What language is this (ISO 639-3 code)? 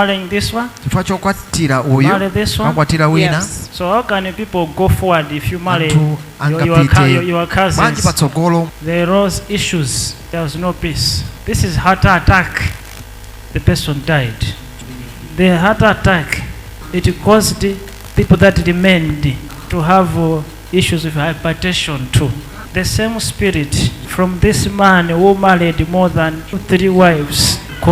nya